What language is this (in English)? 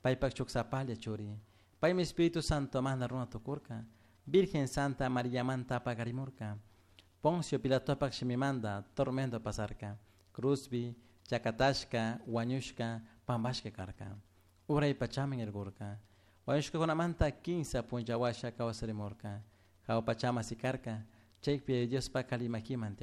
Chimborazo Highland Quichua